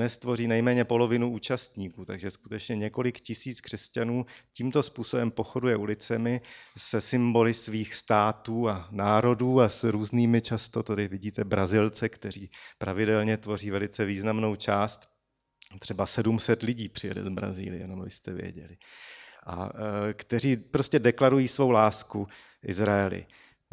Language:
Czech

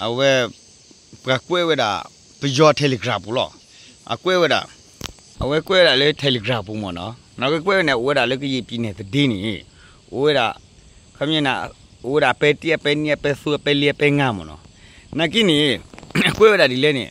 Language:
S'gaw Karen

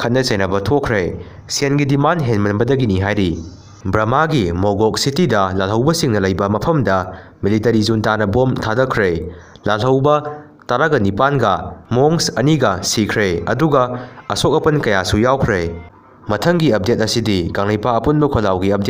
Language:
Manipuri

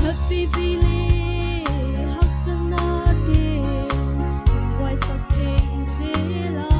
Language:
Paite Chin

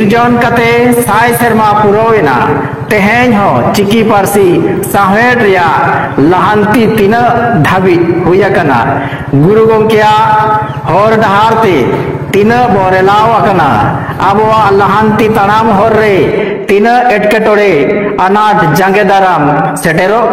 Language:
Santali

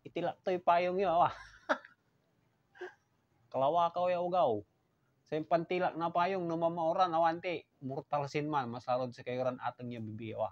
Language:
Pangasinan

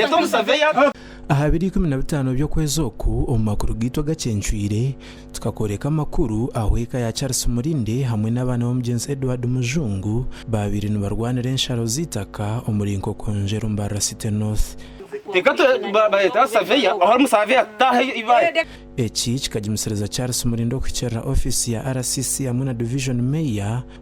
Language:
Nyankole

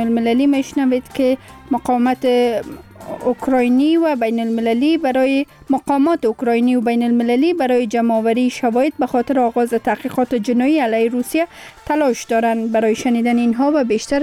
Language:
Persian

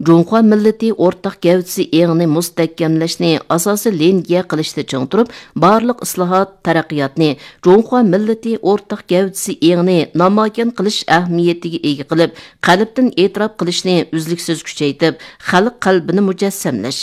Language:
Uyghur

